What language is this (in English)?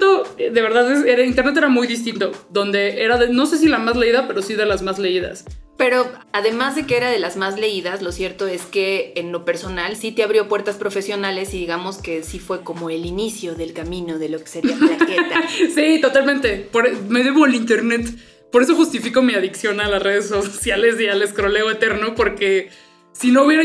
Spanish